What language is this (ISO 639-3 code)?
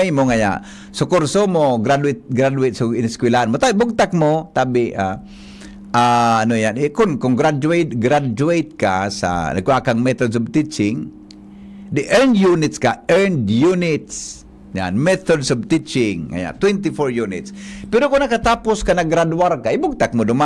bik